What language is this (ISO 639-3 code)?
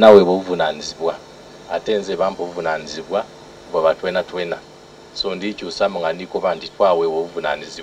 xog